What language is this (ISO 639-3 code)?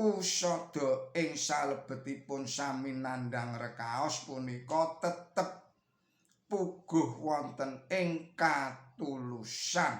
jav